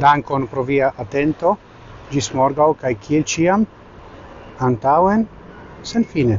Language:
Esperanto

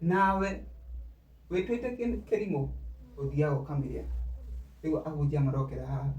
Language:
Kikuyu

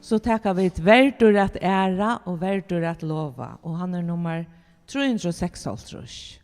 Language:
Faroese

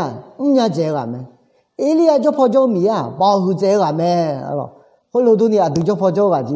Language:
Akha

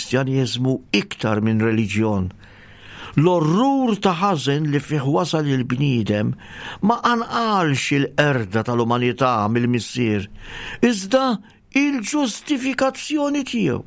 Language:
Maltese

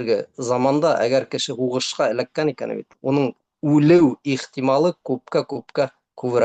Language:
Bashkir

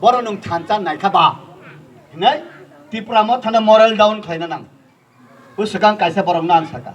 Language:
Kok Borok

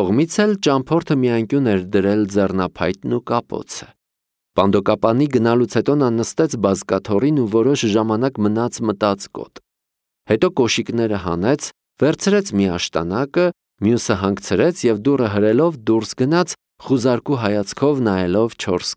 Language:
Armenian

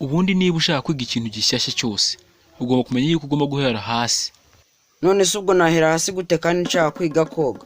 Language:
Kinyarwanda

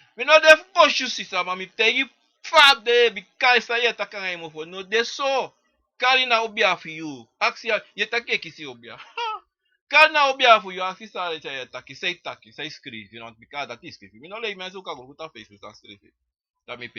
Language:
Sranan Tongo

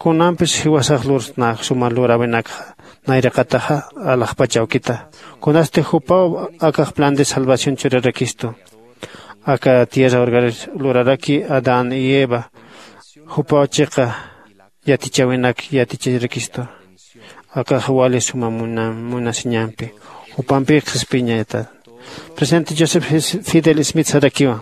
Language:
Aymara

